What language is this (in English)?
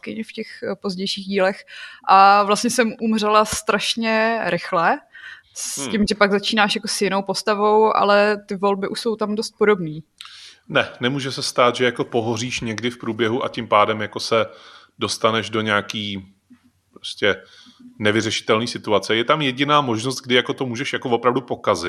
Czech